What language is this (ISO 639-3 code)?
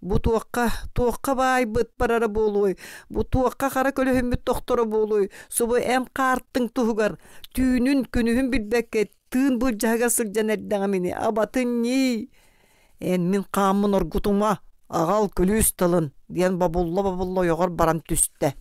sah